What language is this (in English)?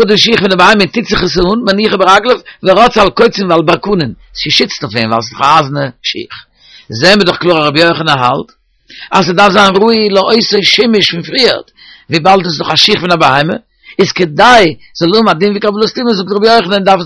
Yiddish